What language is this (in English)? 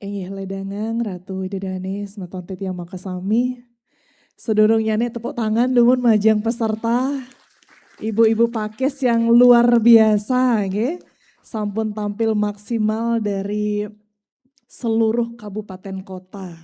Balinese